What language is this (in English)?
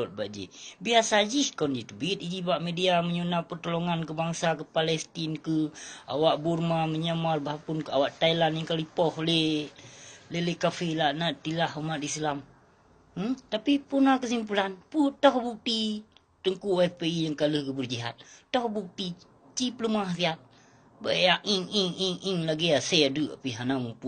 Achinese